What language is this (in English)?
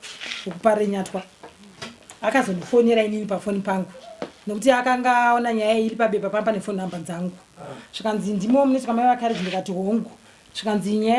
Shona